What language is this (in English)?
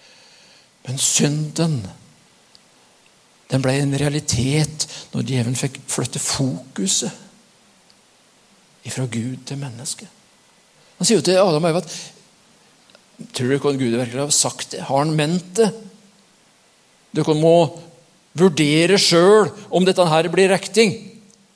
Norwegian